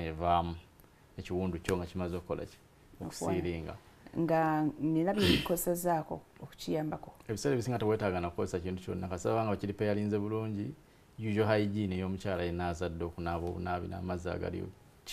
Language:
Ganda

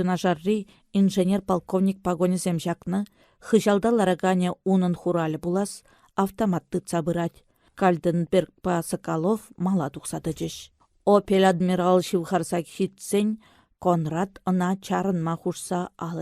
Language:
Chuvash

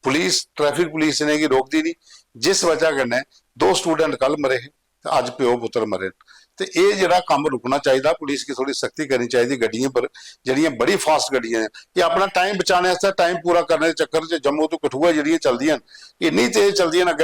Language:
Dogri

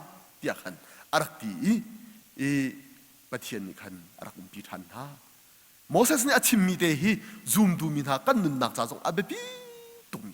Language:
Hakha Chin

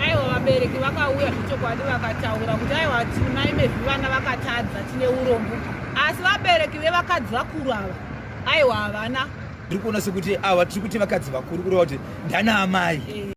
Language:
Shona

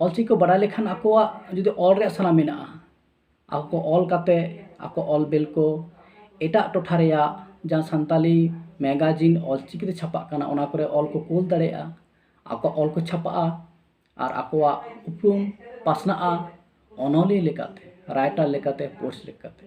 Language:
Santali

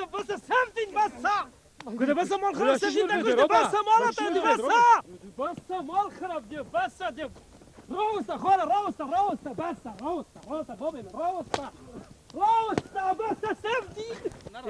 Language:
Kurdish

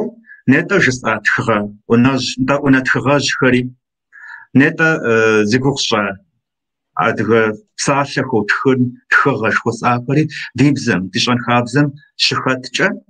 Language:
Kabardian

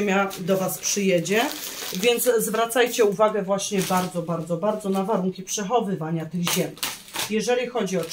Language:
Polish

